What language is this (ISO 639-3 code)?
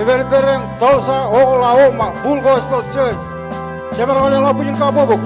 mah